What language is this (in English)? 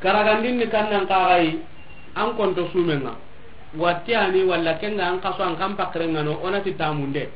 Soninke